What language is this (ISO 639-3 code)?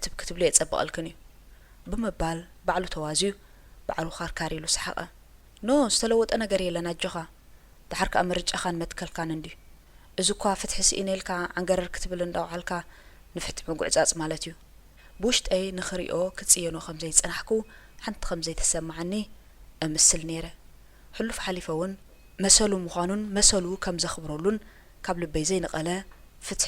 tir